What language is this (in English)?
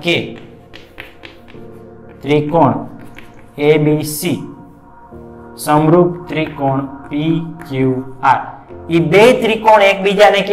Gujarati